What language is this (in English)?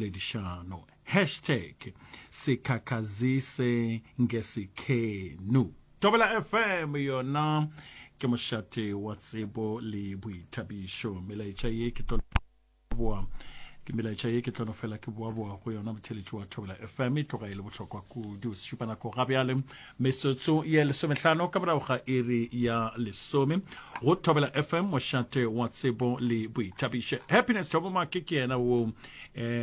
Northern Sotho